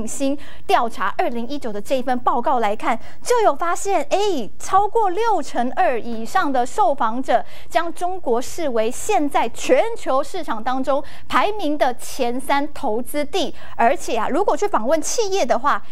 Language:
Chinese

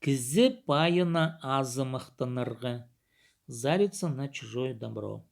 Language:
Khakas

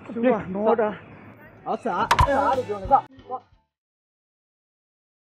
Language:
Burmese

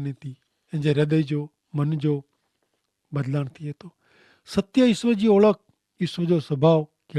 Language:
Kachhi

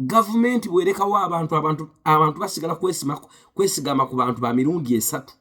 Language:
Ganda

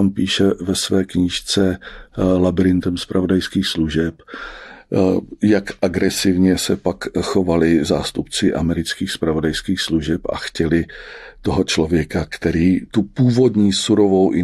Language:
Czech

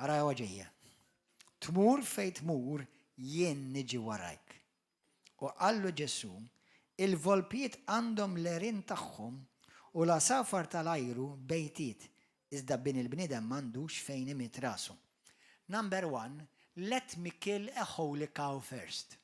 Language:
Maltese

